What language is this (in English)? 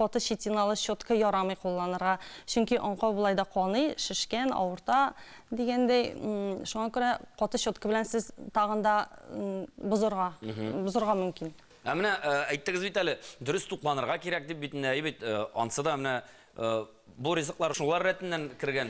Tatar